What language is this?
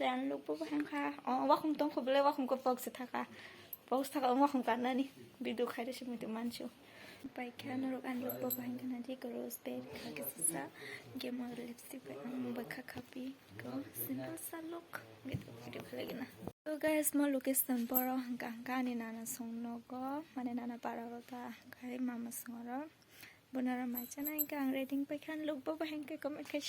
Kok Borok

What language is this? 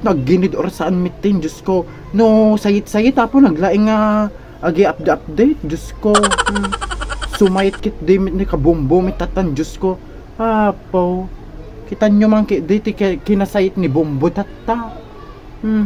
Iloko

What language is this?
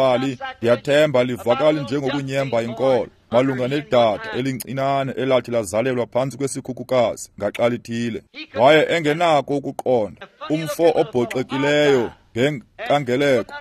Xhosa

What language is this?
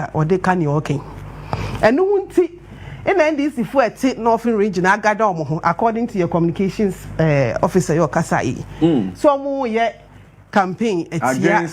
Akan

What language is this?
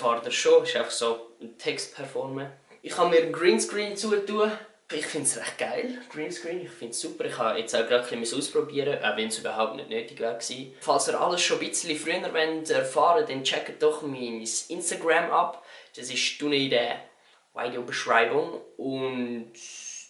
Swiss German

